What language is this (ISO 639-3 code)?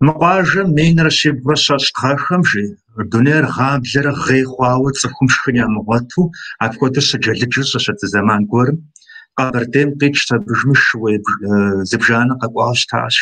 kbd